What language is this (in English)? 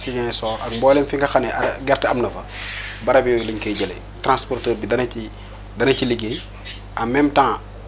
Wolof